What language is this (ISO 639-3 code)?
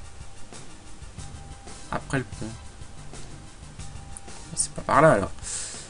fra